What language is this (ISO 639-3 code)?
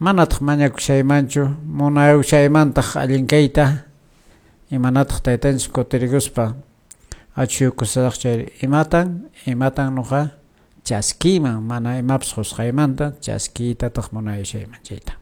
que